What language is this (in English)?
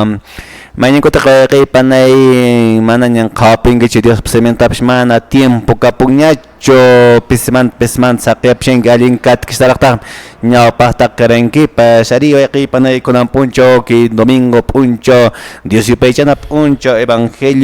Quechua